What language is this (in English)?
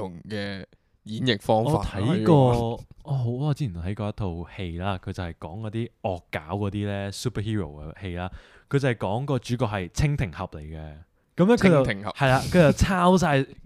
Cantonese